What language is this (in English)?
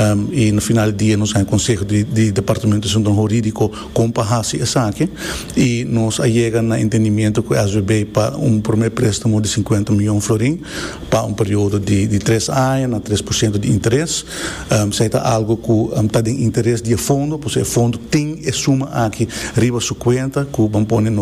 Papiamento